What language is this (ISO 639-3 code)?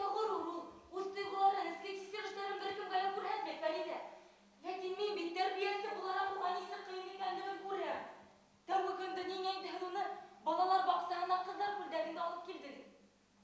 bak